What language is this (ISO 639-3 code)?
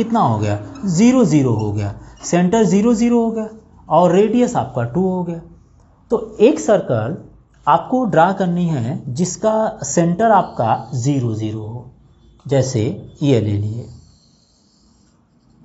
hin